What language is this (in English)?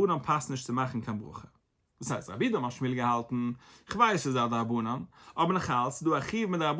Yiddish